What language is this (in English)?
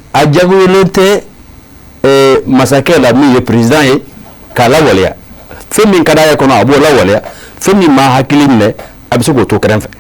Bambara